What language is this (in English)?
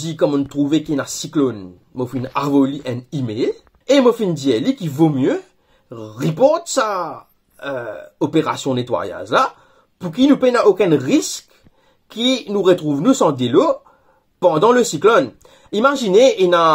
Morisyen